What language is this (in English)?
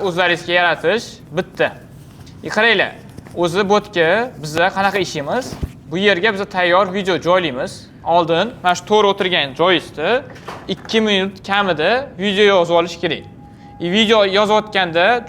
Uzbek